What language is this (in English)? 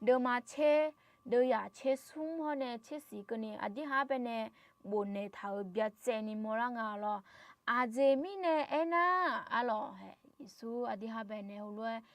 Akha